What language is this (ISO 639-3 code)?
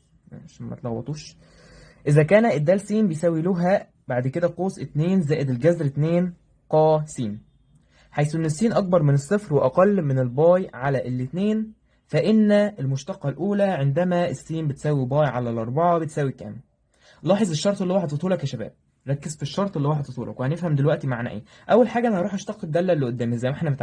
arz